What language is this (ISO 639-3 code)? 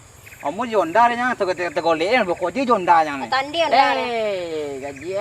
min